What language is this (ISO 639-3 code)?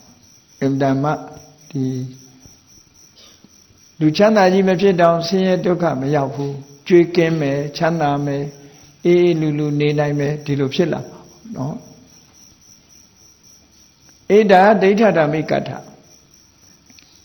mya